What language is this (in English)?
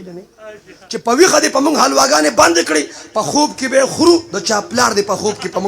Pashto